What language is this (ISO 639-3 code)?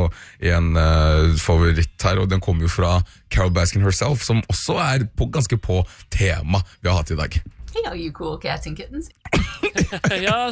nor